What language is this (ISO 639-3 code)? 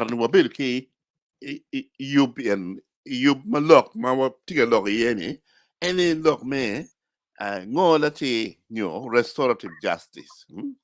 ach